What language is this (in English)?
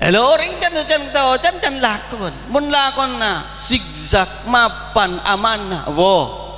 Madurese